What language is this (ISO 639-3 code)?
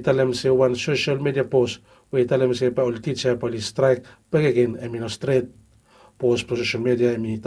bis